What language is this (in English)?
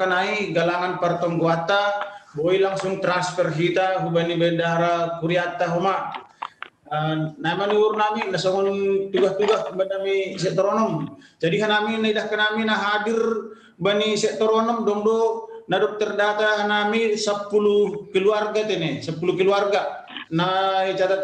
Batak Simalungun